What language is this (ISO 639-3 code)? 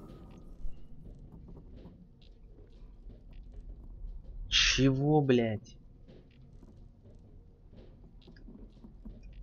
rus